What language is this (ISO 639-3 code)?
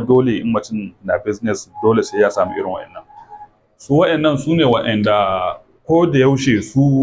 hau